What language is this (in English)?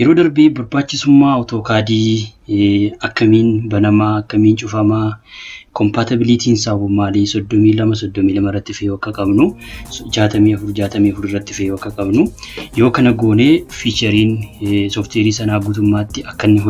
Oromo